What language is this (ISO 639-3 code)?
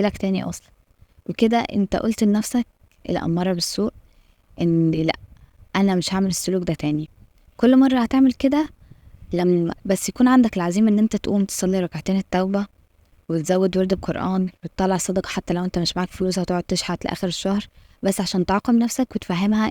arz